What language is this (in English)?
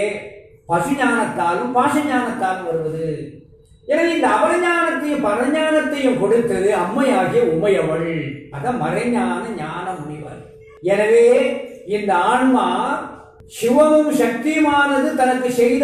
Tamil